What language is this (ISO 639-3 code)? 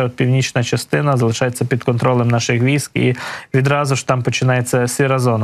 ukr